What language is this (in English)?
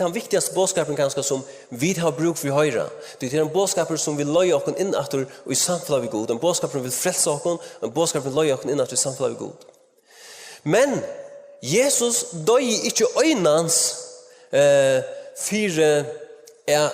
Faroese